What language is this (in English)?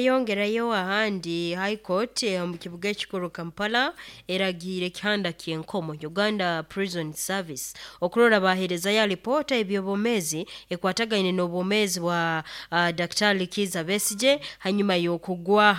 Nyoro